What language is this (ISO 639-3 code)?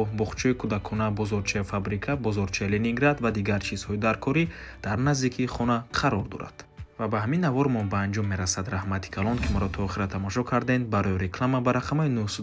tgk